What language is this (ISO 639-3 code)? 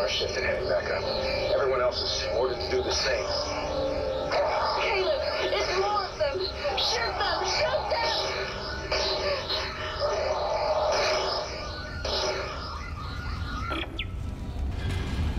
eng